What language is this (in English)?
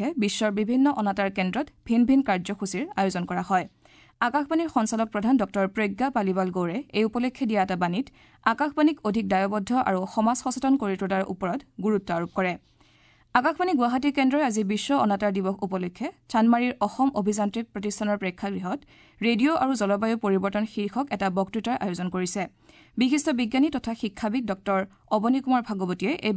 Assamese